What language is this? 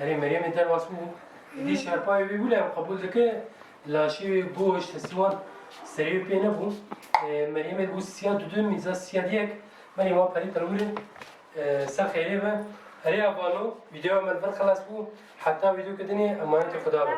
Kurdish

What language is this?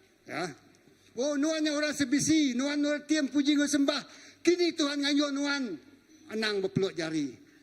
Iban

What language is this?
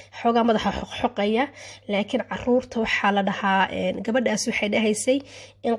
Somali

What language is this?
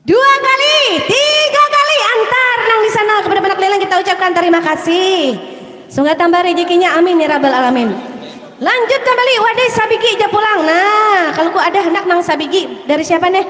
Banjar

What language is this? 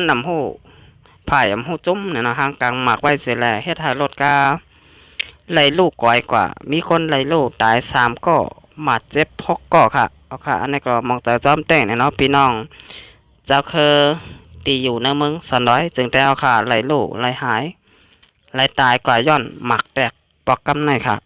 Shan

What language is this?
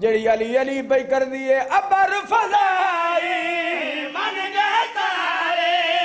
Saraiki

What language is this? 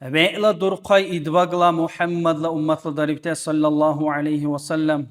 Dargwa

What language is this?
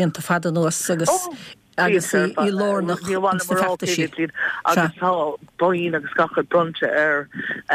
Irish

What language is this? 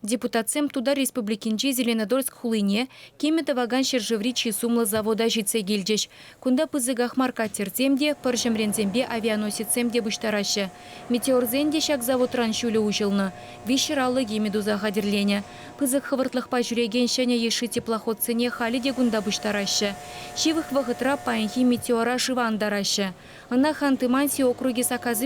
Chuvash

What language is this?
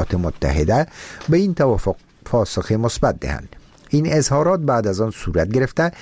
Persian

